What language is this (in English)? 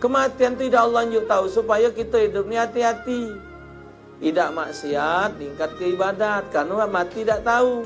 Musi